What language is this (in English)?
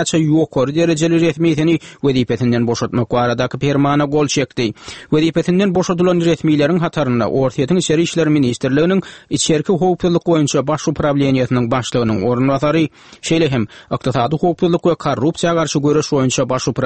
Turkmen